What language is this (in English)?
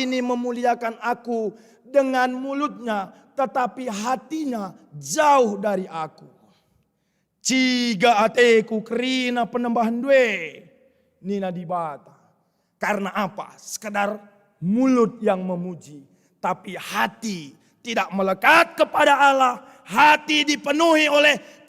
Batak Karo